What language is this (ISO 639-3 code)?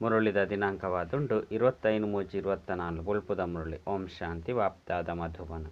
tcy